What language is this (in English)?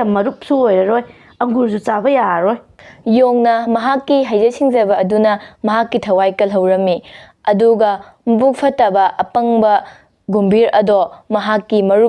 Manipuri